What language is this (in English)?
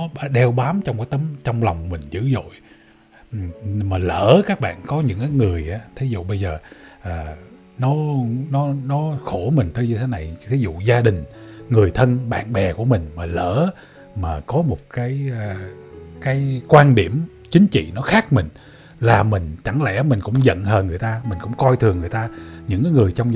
Vietnamese